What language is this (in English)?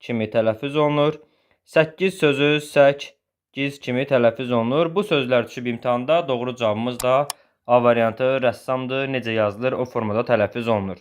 Azerbaijani